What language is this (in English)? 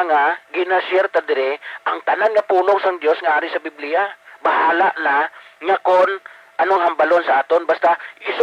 Hiligaynon